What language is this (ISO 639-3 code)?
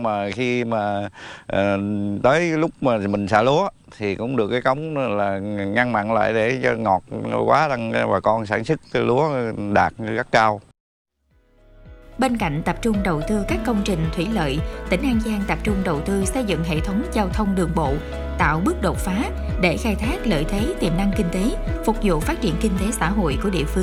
vie